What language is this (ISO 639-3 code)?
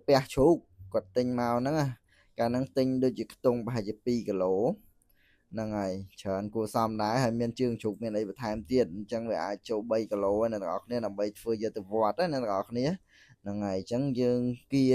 khm